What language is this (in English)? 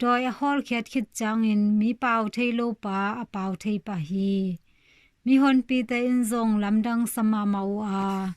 Tedim Chin